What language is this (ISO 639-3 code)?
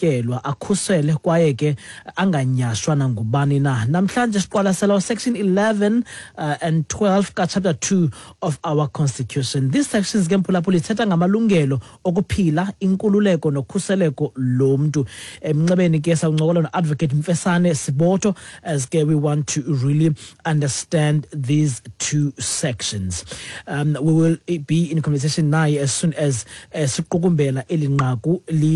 xho